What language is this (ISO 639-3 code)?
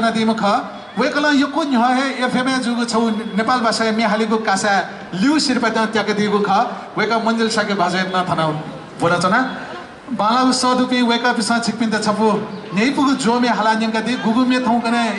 new